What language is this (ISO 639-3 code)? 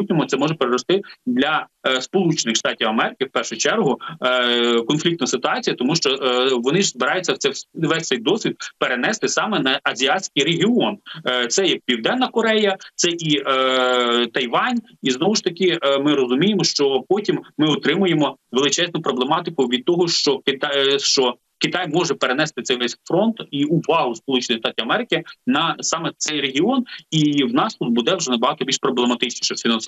ukr